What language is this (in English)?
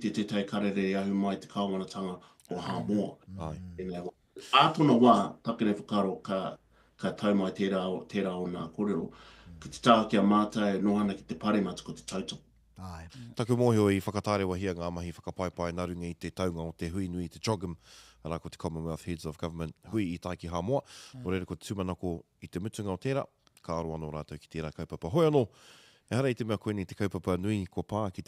Māori